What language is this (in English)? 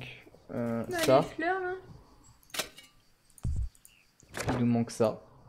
French